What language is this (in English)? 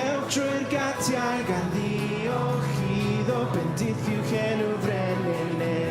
Welsh